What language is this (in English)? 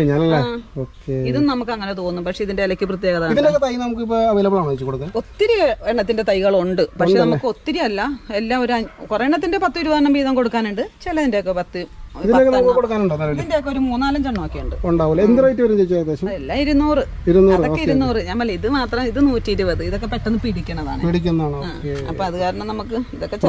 Malayalam